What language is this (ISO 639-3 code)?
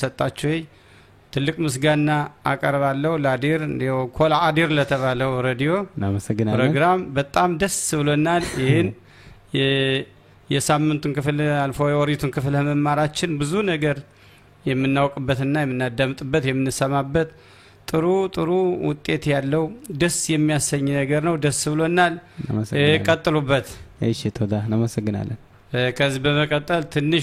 amh